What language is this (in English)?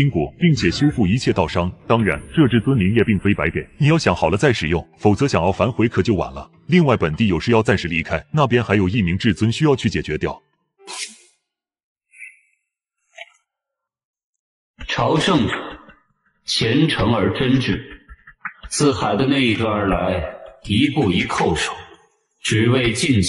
Chinese